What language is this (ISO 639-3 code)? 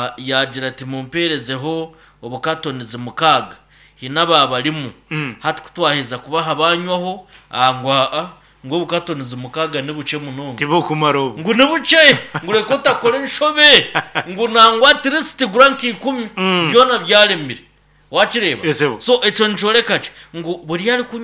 nyn